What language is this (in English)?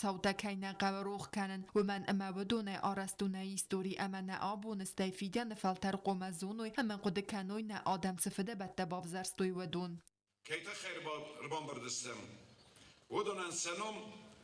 Ossetic